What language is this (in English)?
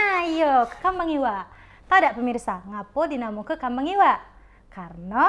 Musi